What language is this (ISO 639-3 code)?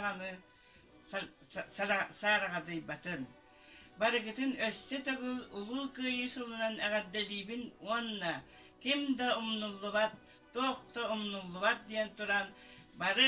sah